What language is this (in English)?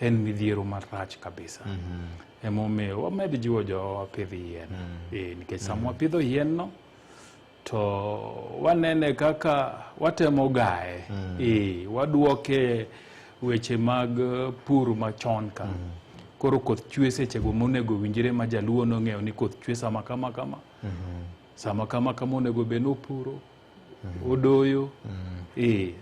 Luo (Kenya and Tanzania)